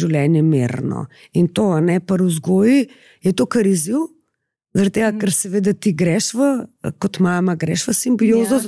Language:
Slovenian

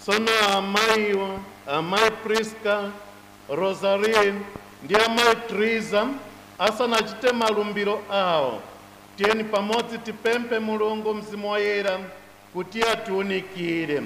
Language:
Nyanja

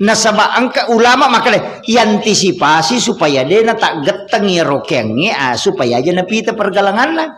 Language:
Buginese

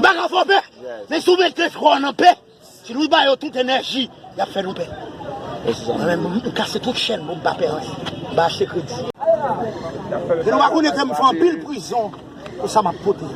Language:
Haitian Creole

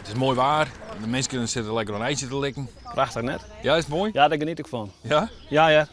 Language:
Western Frisian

